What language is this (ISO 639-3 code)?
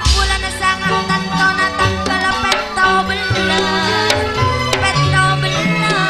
mad